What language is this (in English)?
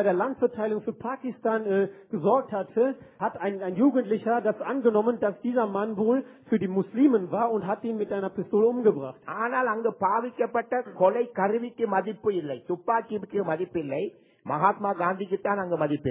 Tamil